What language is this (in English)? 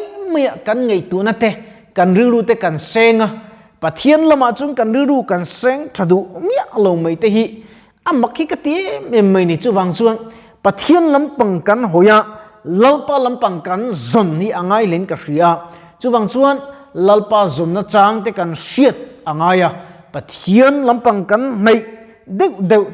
Mizo